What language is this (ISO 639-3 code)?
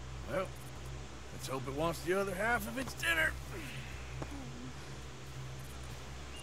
eng